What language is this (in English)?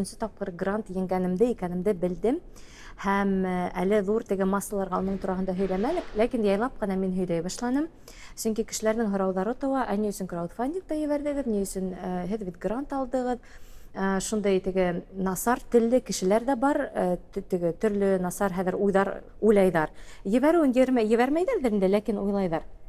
Tatar